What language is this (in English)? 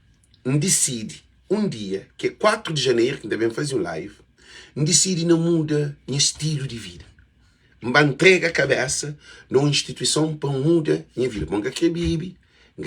Kabuverdianu